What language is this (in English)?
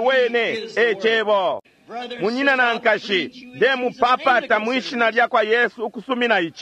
Bemba